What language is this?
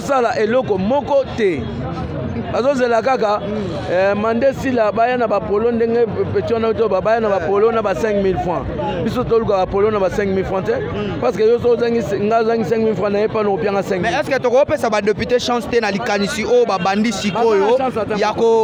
Lingala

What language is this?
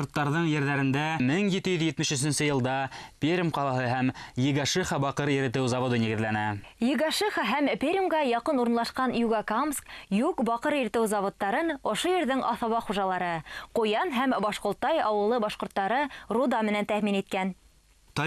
Bashkir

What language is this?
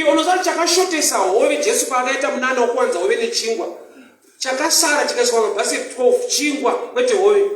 Shona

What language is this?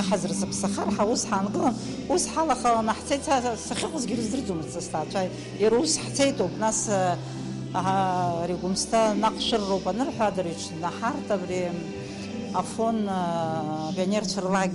Abkhazian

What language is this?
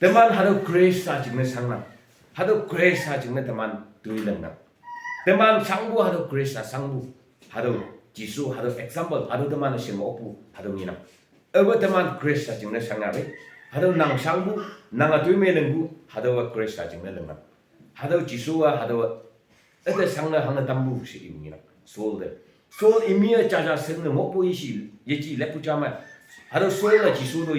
Konyak Naga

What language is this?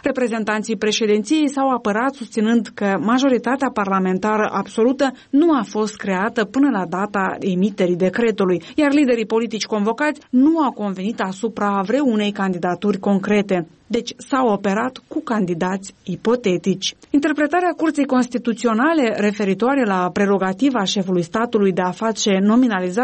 Romanian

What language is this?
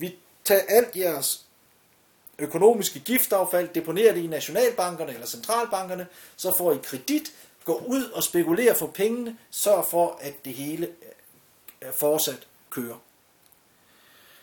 Danish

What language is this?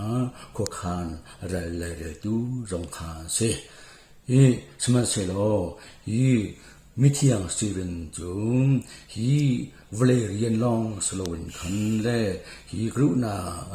Hakha Chin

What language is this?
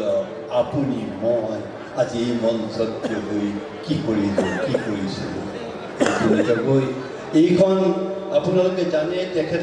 Assamese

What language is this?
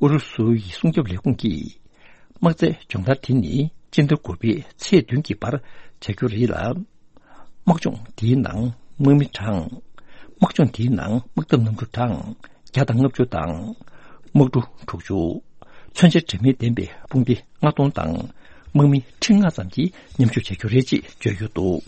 Tibetan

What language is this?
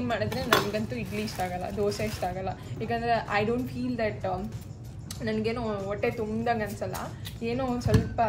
Kannada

